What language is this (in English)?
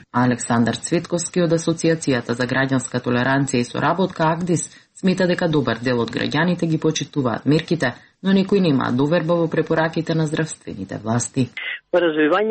Macedonian